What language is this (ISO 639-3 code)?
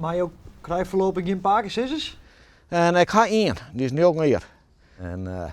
fry